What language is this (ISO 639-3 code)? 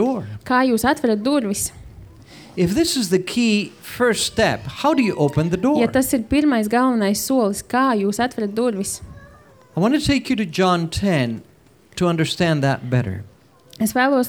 lav